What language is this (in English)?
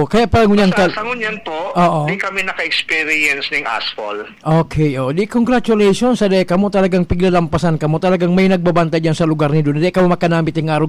Bikol